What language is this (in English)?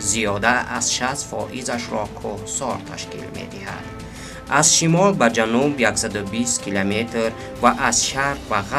Tajik